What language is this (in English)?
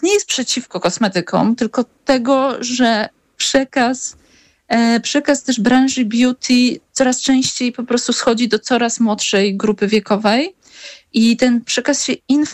Polish